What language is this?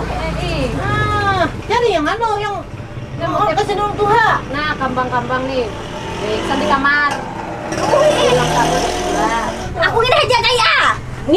Banjar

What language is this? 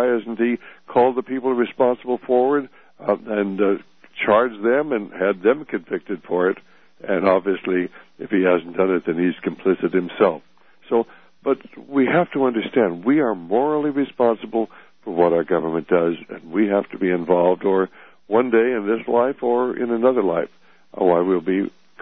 English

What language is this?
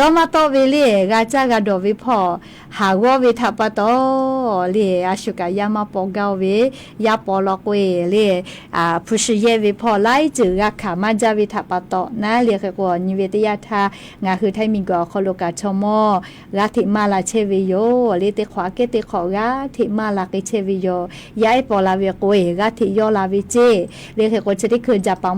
Lahu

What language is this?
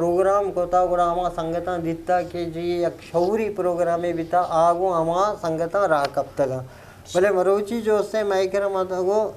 Eastern Balochi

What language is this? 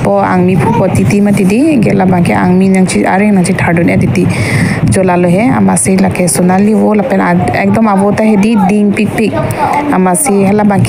Karbi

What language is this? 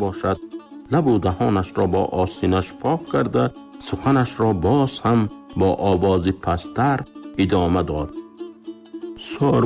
Tajik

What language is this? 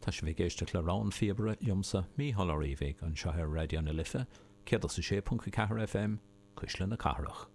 Irish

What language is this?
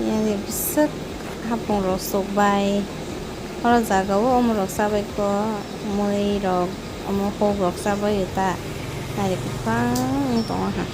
Kok Borok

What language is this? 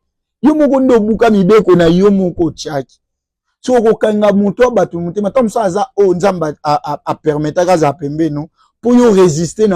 Lingala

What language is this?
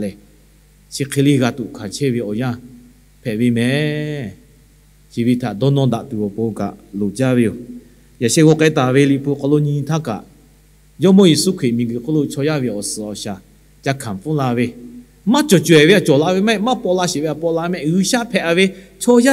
Lahu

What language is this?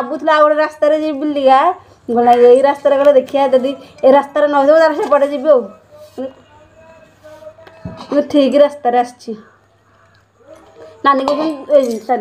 Odia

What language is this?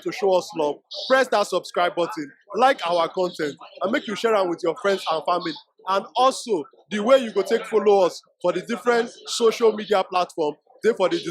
Nigerian Pidgin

